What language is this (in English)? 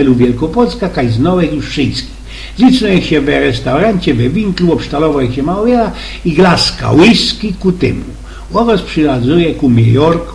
Silesian